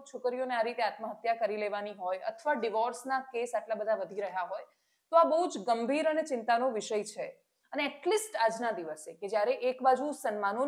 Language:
Gujarati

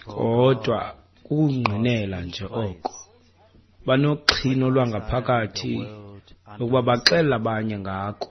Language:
Xhosa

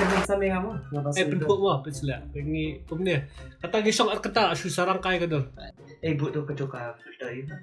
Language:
Khasi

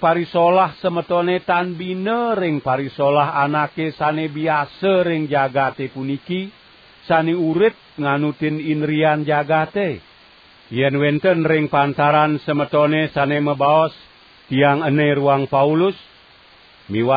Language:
Balinese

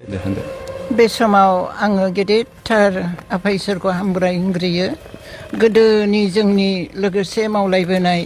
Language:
Bodo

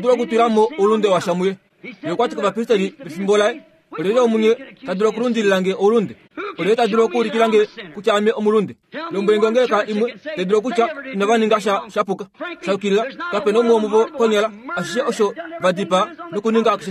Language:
Kuanyama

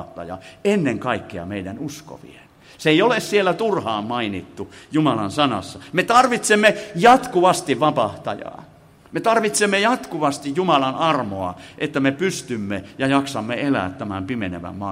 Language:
Finnish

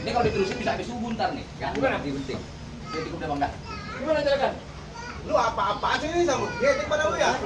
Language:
Betawi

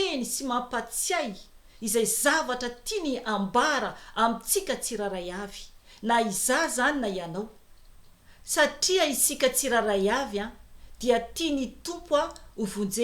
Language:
Malagasy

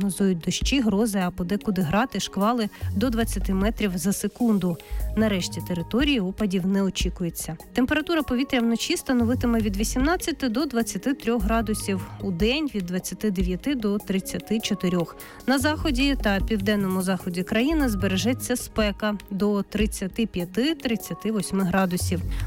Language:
Ukrainian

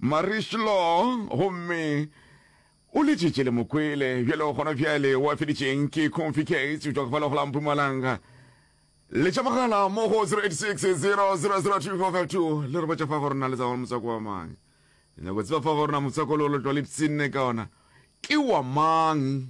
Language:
Northern Sotho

